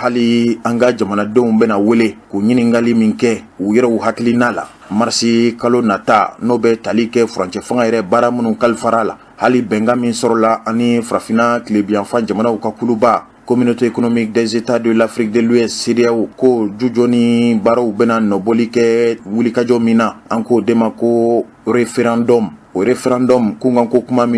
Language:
Bambara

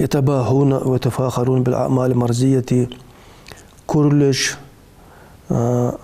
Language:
Ingush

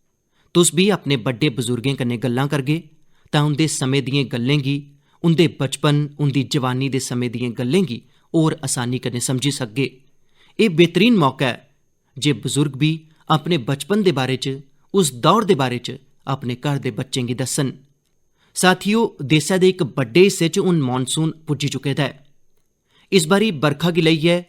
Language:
Dogri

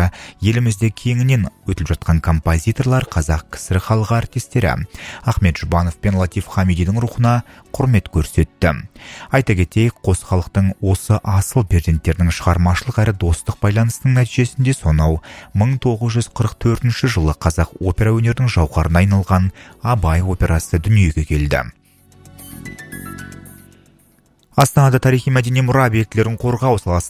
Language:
Kazakh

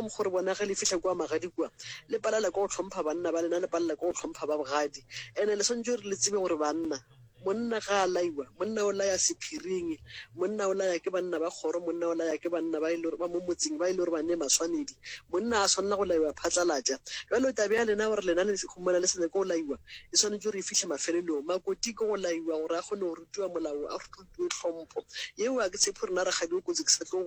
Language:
Northern Sotho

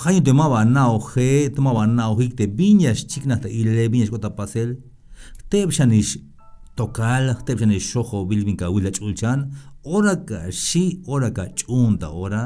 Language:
Tzeltal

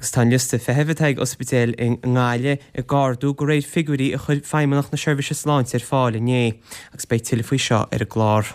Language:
Irish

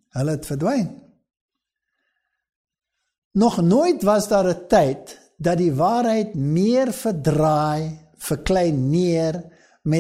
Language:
Afrikaans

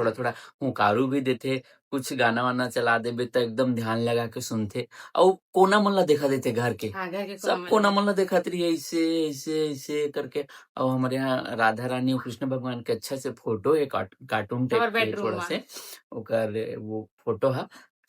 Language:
Chhattisgarhi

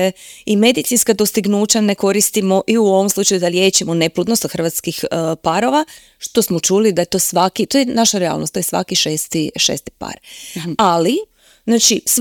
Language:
Croatian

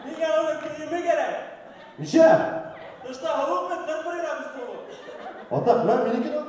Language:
Bashkir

